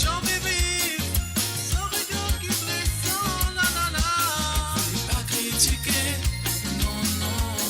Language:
Morisyen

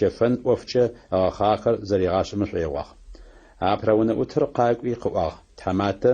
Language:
Adyghe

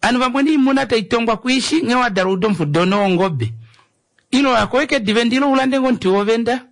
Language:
Kuanyama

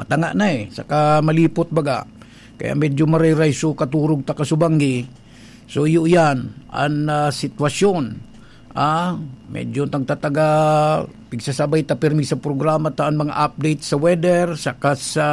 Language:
Bikol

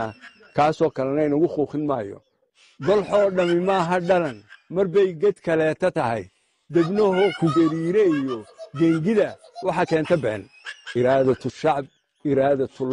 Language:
Somali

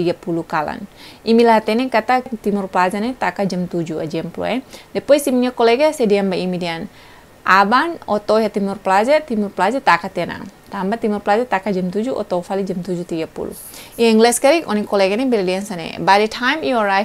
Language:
Tetum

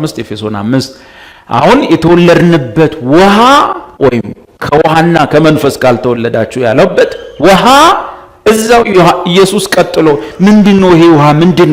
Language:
Amharic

